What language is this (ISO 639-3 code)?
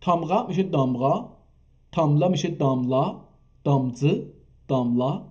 azb